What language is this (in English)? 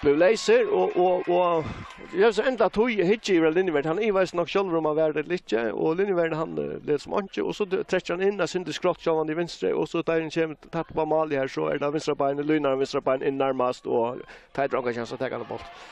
Faroese